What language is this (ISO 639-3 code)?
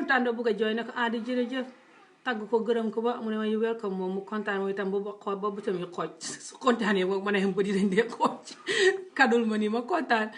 wol